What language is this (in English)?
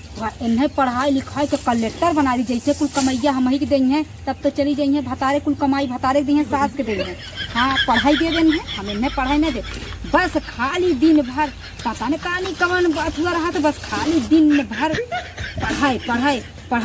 Awadhi